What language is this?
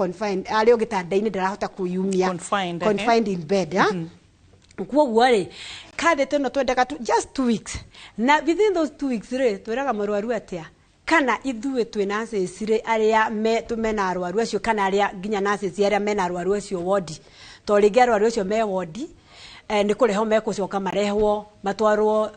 Kikuyu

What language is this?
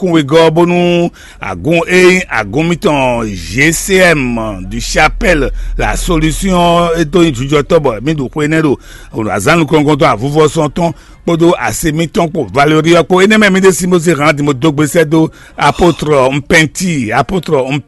Fon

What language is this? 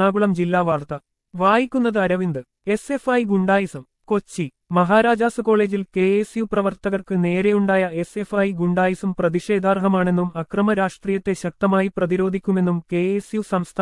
Malayalam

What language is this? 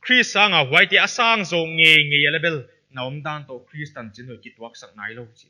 Paite Chin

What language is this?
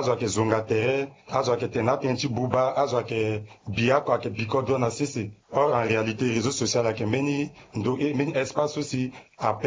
Sango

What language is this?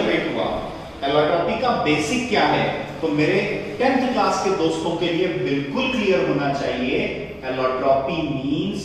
Hindi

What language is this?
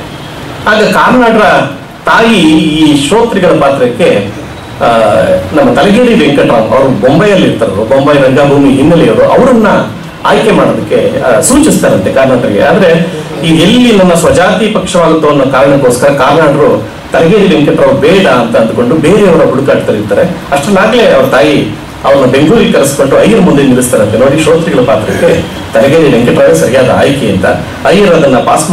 Kannada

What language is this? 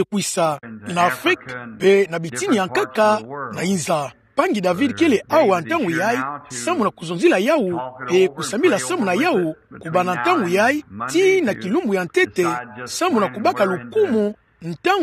Kituba (Democratic Republic of Congo)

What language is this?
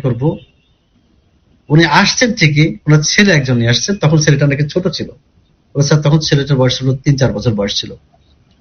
Bangla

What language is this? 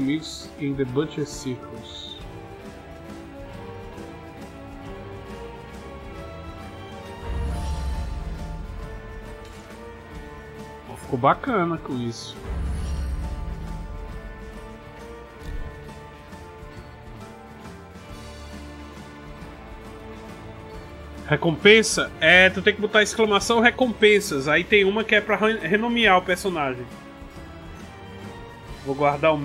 Portuguese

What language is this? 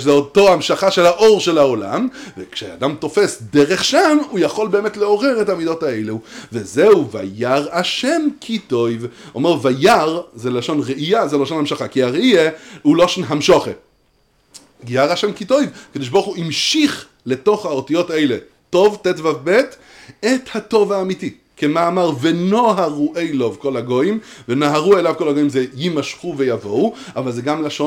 Hebrew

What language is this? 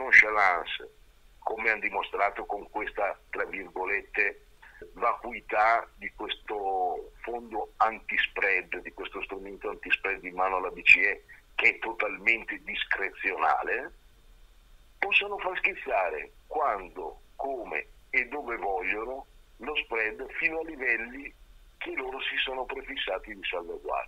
Italian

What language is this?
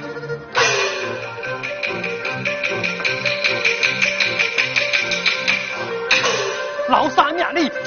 Chinese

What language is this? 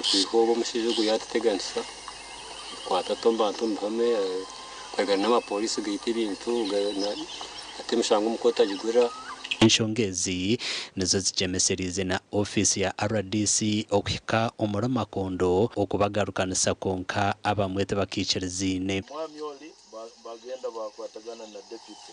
Nyankole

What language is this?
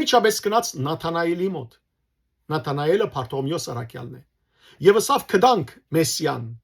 Western Armenian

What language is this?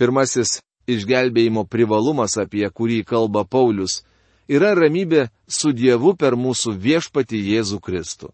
Lithuanian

